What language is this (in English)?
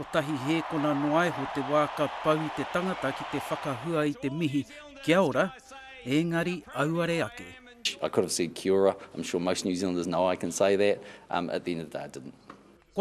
Māori